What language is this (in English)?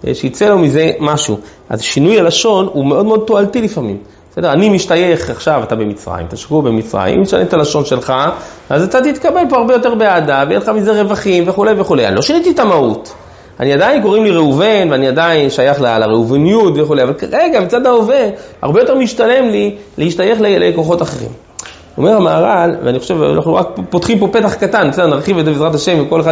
Hebrew